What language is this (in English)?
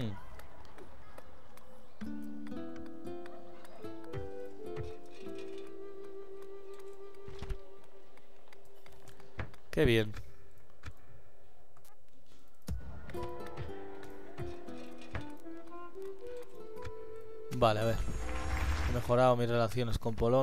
Spanish